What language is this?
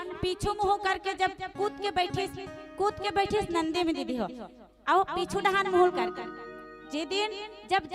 Chhattisgarhi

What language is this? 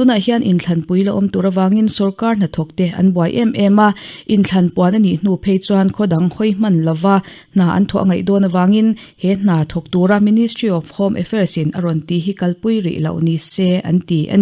Mizo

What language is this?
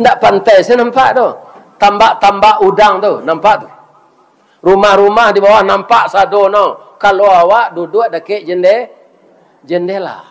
Minangkabau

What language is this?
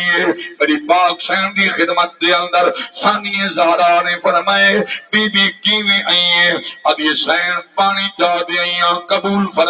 Saraiki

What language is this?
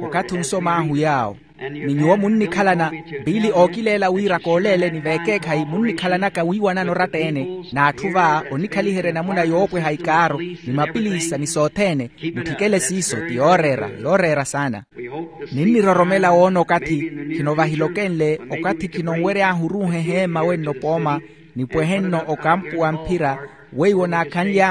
Makhuwa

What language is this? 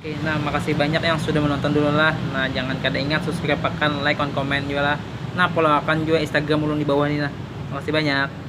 Banjar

